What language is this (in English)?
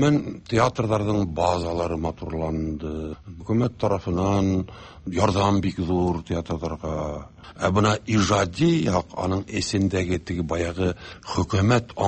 Tatar